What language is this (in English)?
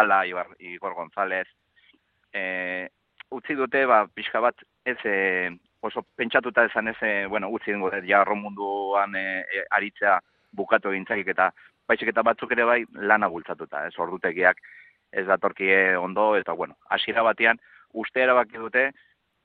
Basque